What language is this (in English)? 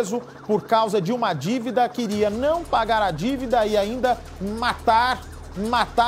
Portuguese